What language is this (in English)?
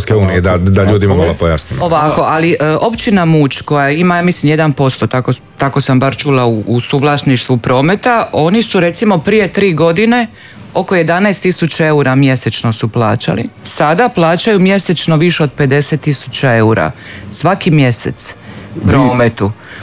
Croatian